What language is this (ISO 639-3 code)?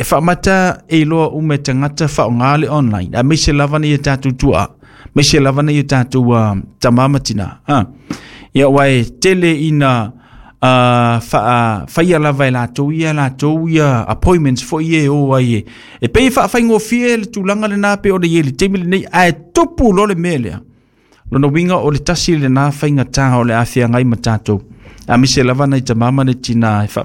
smo